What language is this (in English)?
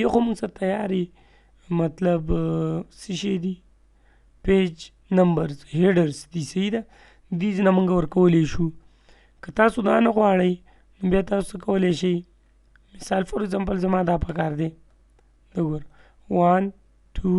Pashto